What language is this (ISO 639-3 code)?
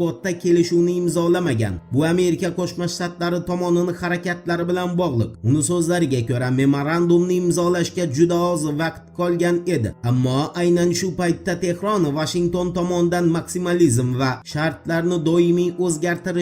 uzb